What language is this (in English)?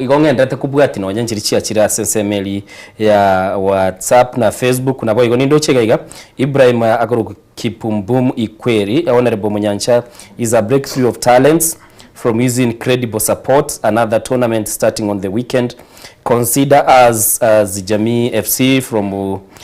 Gusii